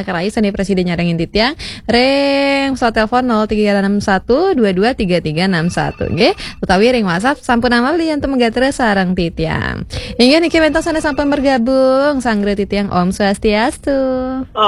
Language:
Balinese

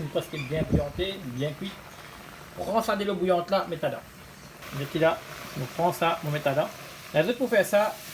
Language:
Morisyen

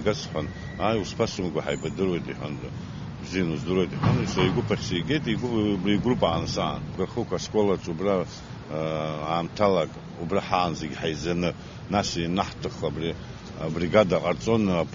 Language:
Abkhazian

